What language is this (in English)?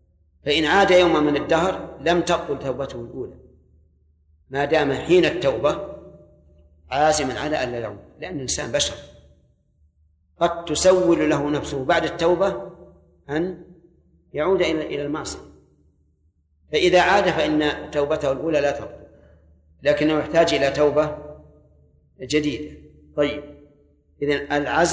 Arabic